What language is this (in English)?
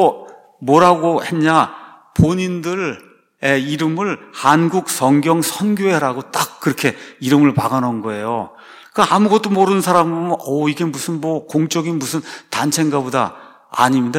Korean